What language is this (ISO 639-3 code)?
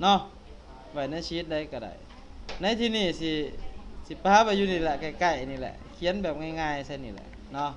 lao